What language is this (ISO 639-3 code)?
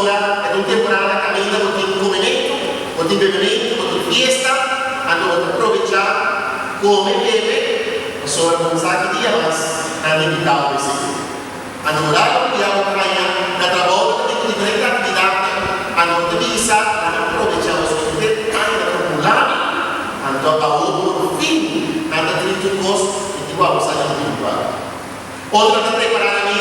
pap